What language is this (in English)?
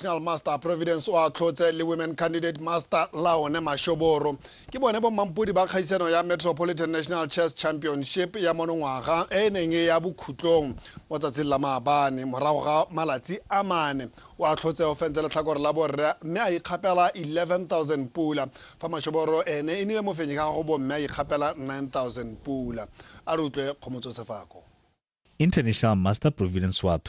Tswana